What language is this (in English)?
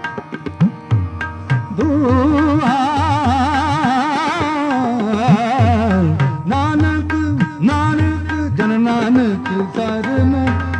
Punjabi